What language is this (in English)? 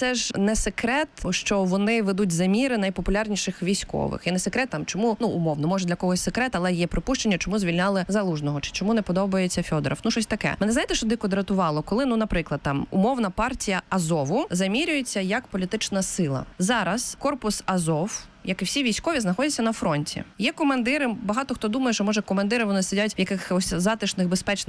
Ukrainian